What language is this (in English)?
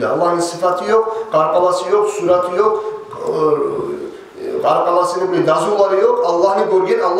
Kumyk